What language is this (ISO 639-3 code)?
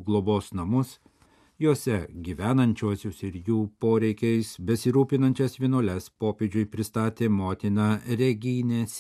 lit